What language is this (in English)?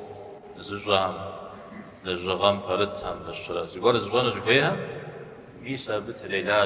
Kabardian